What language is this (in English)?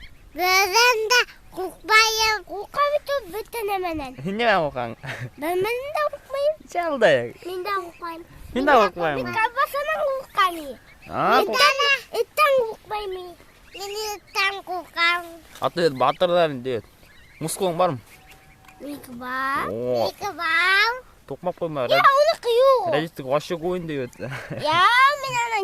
Bashkir